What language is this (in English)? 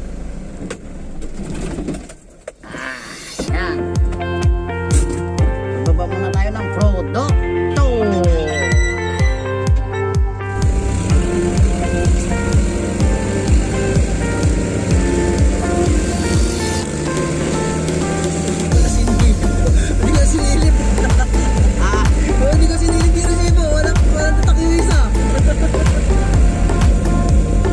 Filipino